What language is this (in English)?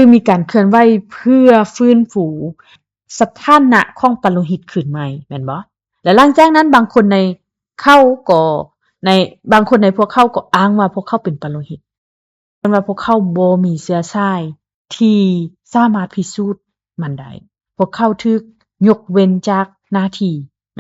Lao